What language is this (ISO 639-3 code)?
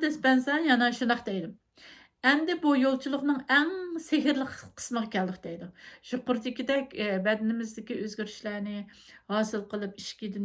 uig